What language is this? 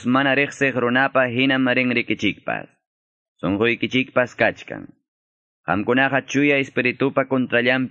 Quechua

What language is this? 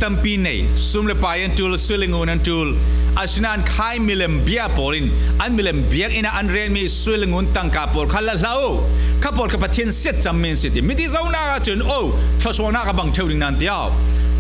Falam Chin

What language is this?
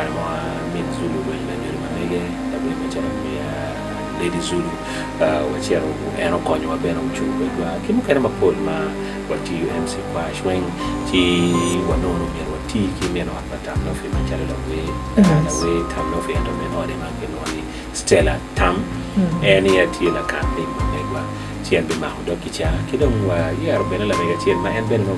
Acoli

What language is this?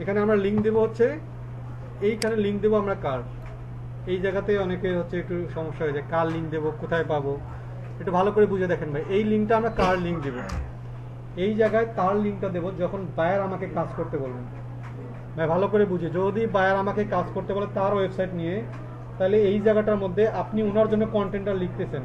Bangla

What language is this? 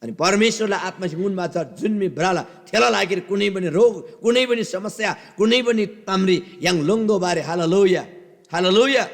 Eastern Tamang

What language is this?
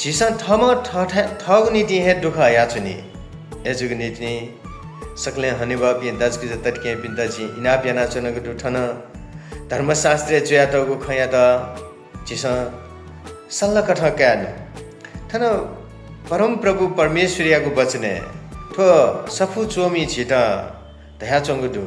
Newari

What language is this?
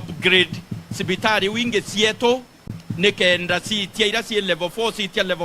Meru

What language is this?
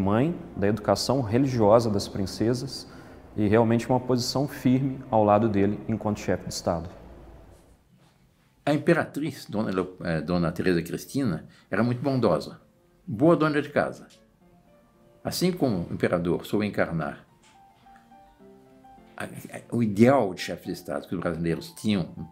Portuguese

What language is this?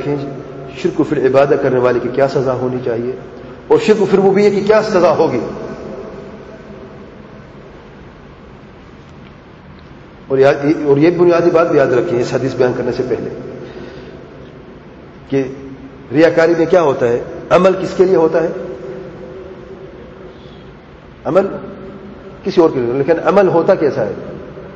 Urdu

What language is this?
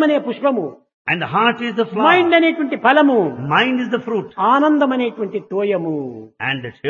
Telugu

